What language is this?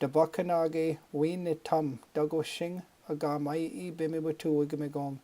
Chippewa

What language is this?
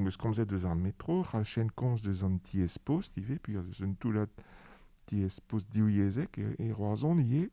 Breton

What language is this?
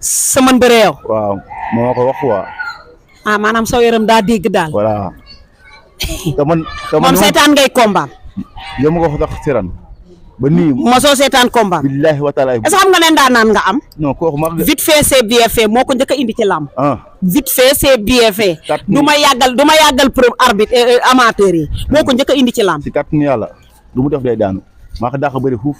Wolof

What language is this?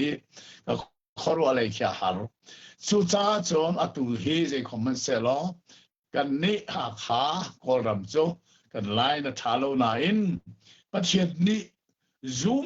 Hakha Chin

